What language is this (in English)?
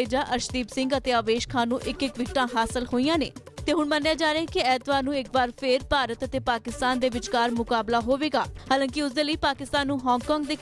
Punjabi